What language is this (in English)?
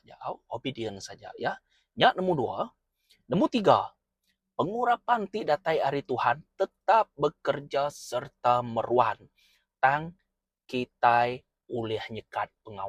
Iban